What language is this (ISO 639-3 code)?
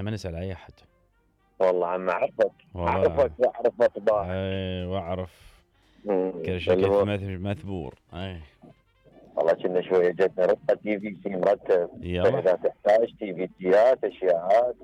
acm